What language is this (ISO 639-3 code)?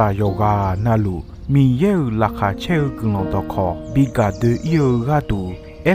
ahk